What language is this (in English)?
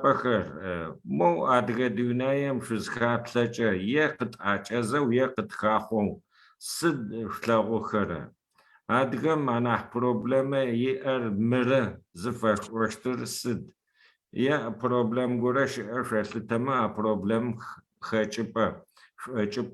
Adyghe